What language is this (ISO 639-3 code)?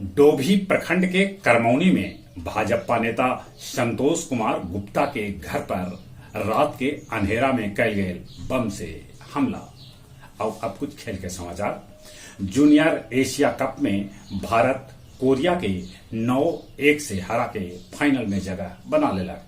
mag